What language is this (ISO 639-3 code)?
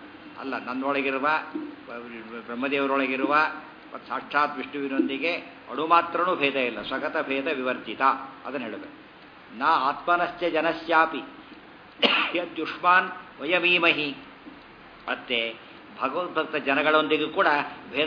kan